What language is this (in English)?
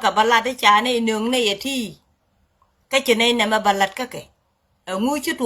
Nuer